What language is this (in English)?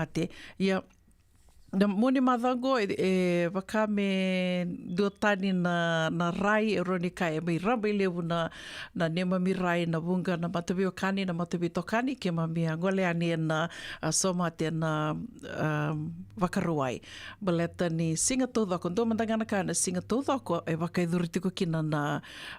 Fijian